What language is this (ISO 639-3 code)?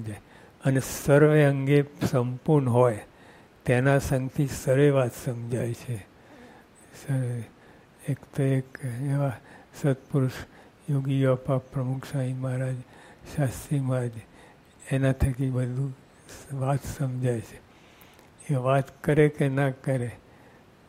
guj